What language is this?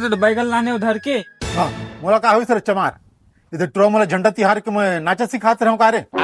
Chhattisgarhi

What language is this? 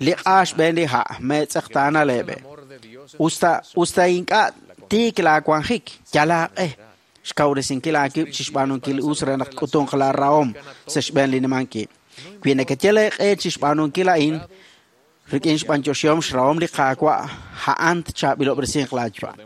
Kekchí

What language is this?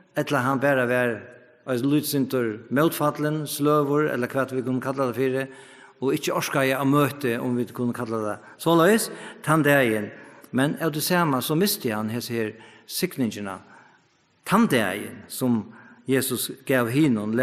Faroese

